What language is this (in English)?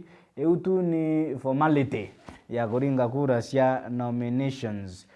Meru